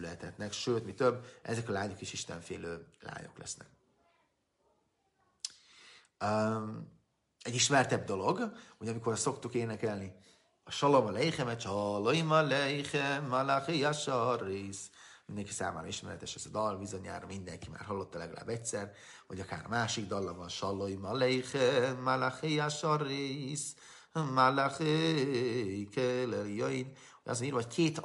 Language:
Hungarian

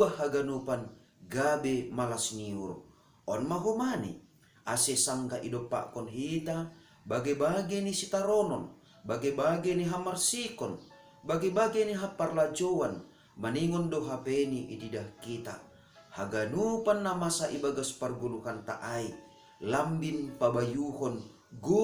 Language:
Batak Simalungun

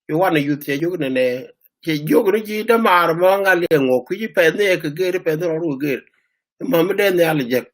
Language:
Nuer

